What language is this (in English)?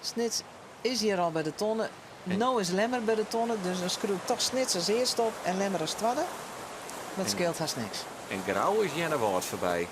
Western Frisian